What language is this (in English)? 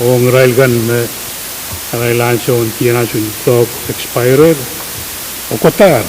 Pohnpeian